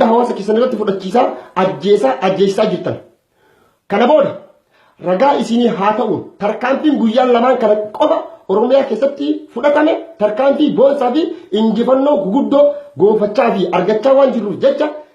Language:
Oromo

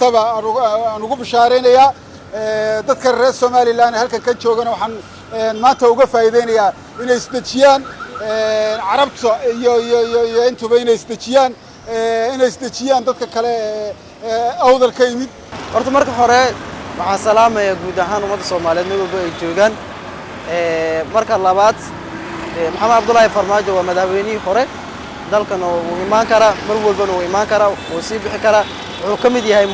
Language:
Somali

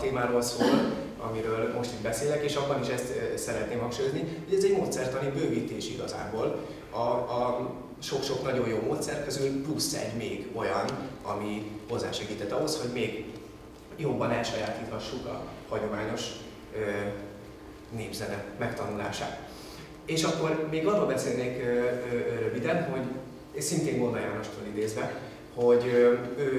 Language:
Hungarian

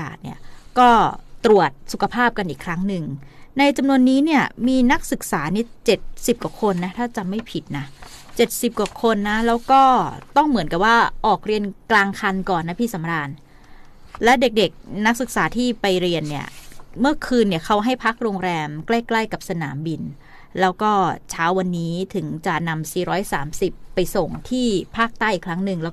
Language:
Thai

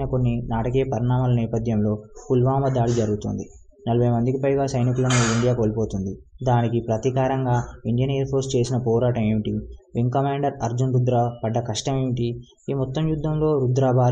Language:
Telugu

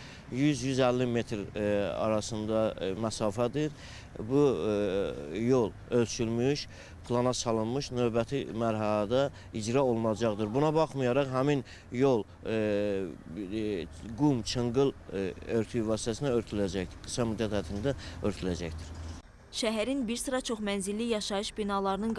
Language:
Azerbaijani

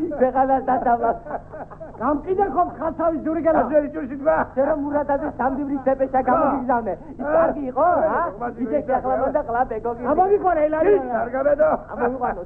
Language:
Georgian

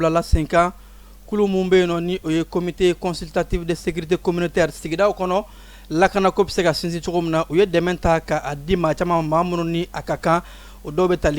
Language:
Bambara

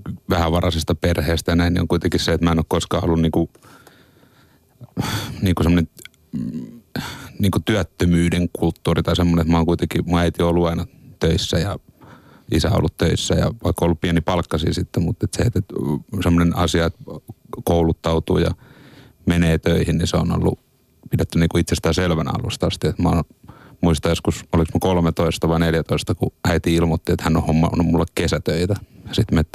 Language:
Finnish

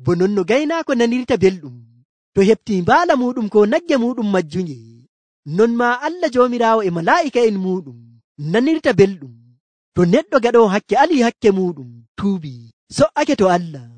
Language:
Nigerian Fulfulde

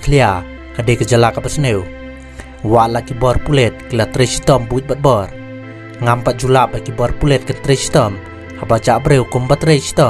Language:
Khasi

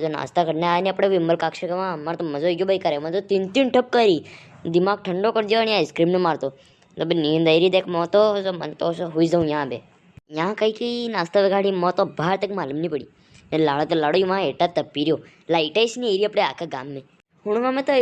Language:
Rajasthani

